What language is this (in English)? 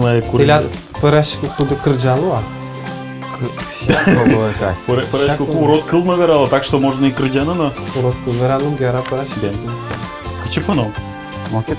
Udmurt